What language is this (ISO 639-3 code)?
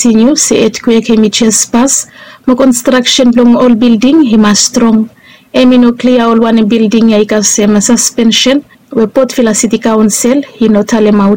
bis